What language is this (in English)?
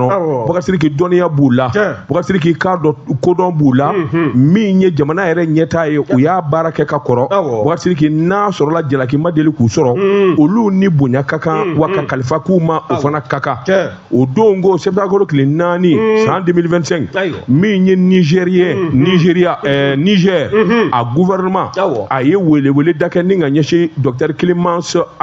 Bambara